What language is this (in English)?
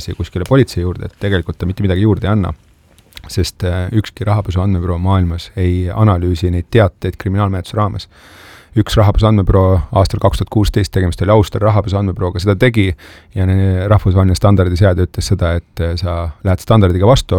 Estonian